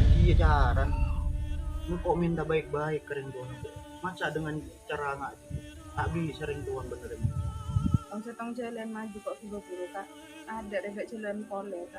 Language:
Madurese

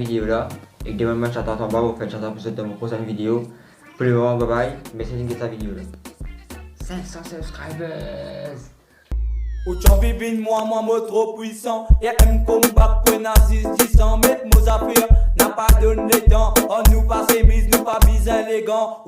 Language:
Morisyen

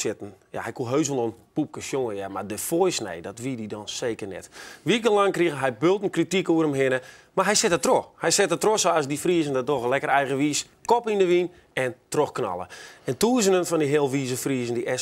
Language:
Western Frisian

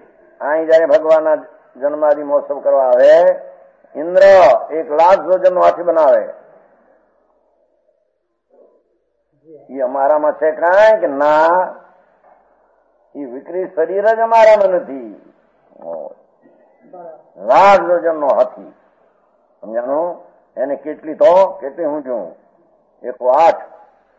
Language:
Gujarati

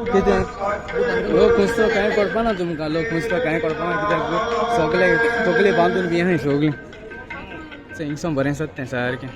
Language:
Konkani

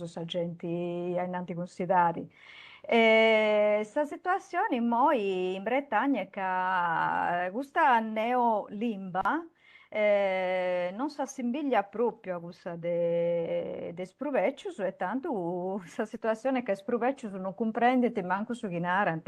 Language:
Sardinian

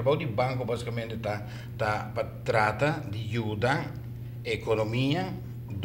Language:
Papiamento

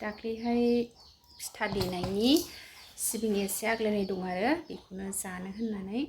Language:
Bodo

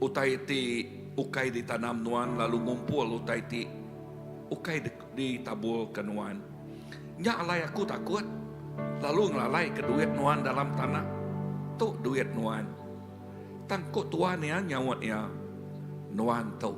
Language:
Iban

